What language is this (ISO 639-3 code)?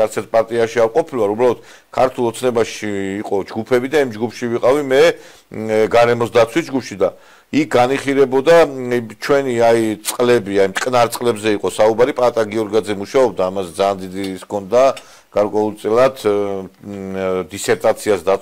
kat